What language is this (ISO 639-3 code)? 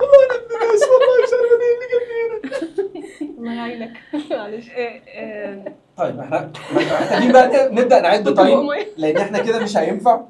arz